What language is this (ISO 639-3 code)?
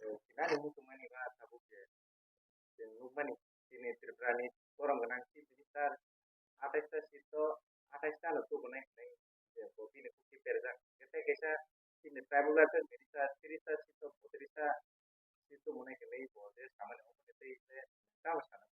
ria